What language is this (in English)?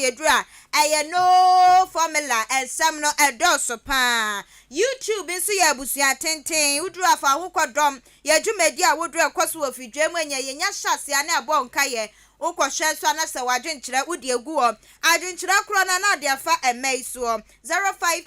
Akan